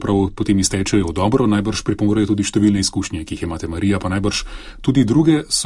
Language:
Slovenian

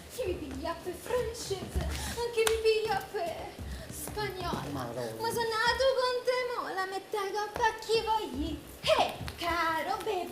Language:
Neapolitan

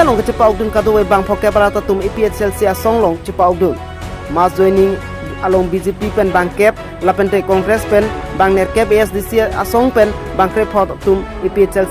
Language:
Karbi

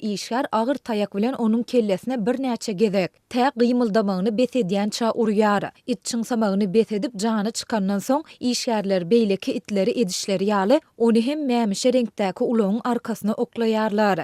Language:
Turkmen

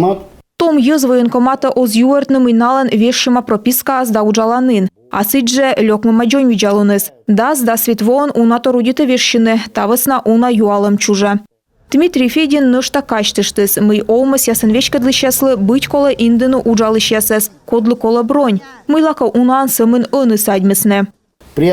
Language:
Komi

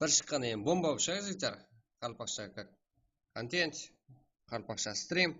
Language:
Kara-Kalpak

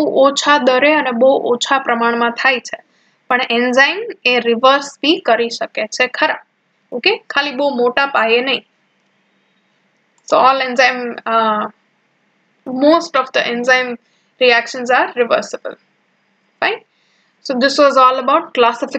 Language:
Gujarati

